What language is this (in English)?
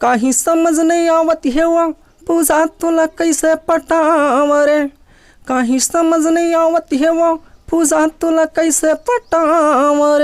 Chhattisgarhi